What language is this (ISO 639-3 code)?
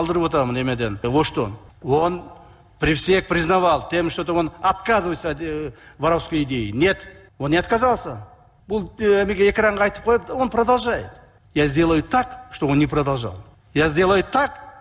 kir